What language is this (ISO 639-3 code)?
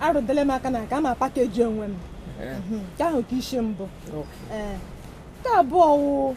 ibo